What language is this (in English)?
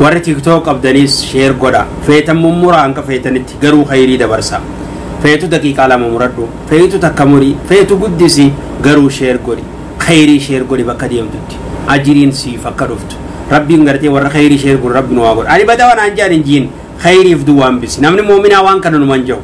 Oromo